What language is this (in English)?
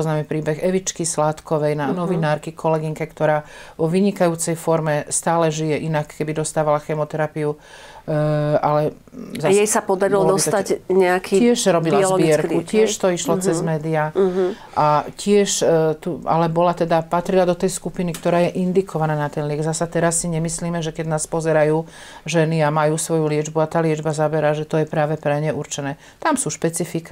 Slovak